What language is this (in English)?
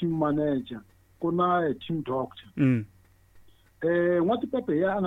Tsonga